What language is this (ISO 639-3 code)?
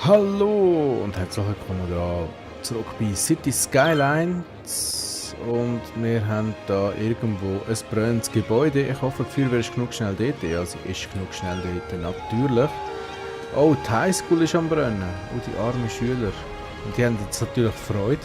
gsw